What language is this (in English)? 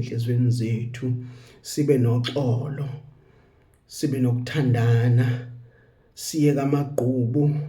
Zulu